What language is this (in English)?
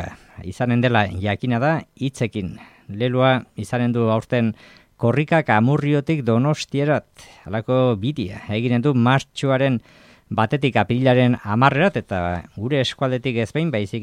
Basque